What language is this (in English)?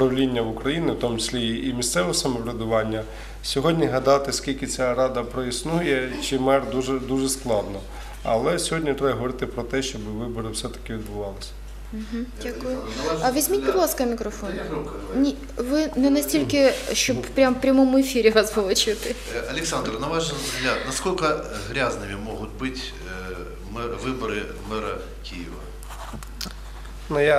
Ukrainian